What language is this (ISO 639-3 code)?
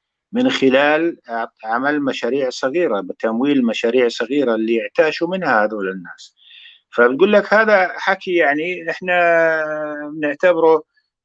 apc